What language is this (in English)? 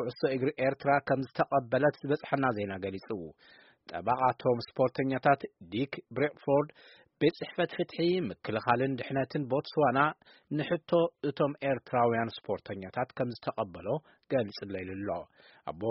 Tigrinya